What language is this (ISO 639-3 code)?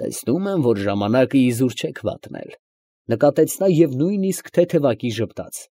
hye